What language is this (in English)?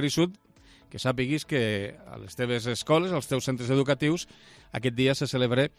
Catalan